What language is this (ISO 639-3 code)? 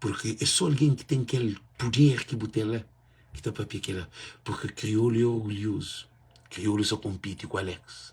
kea